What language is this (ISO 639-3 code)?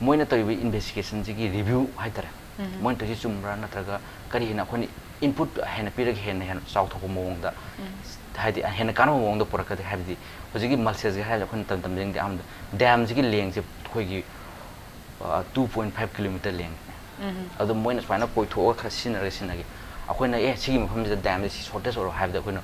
mni